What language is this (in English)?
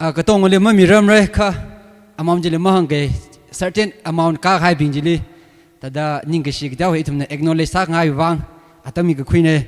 Tangkhul Naga (India)